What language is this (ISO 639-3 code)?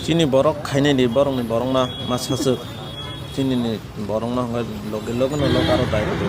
trp